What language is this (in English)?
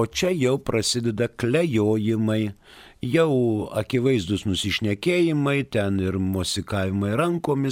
Lithuanian